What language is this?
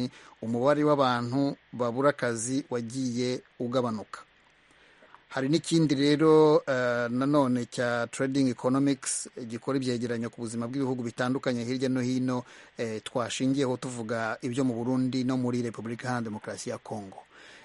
Kinyarwanda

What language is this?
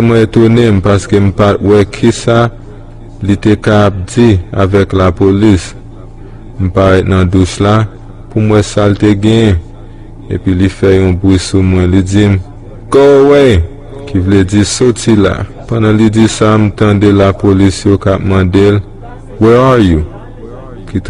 Haitian Creole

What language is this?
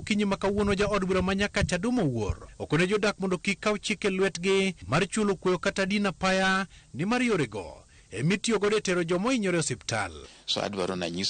Luo (Kenya and Tanzania)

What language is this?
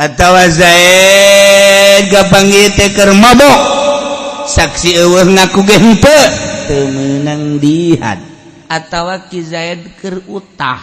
Sundanese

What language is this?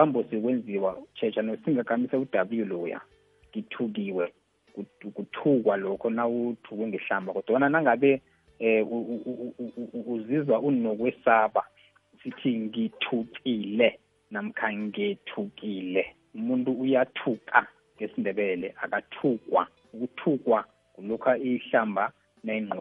South Ndebele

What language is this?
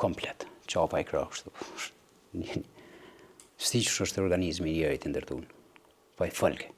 Albanian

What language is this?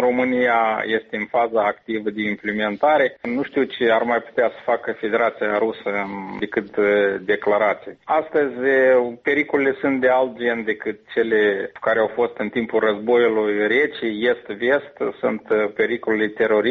Romanian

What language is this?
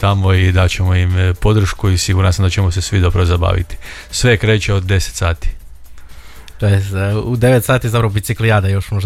Croatian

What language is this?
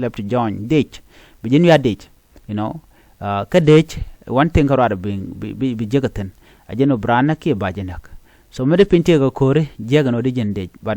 Nuer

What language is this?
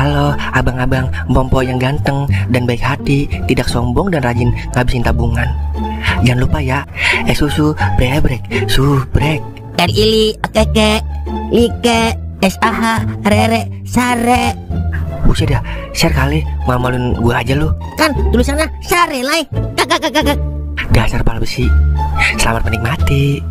Betawi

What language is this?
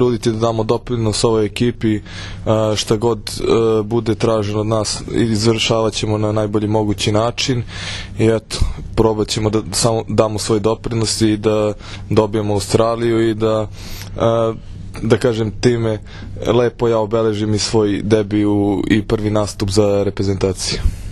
Serbian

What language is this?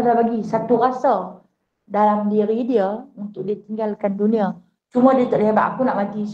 Malay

